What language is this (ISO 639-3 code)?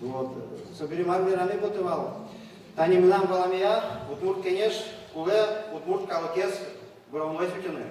udm